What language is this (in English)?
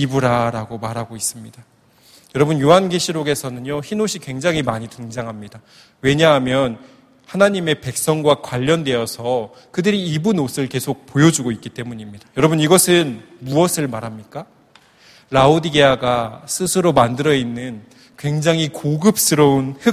Korean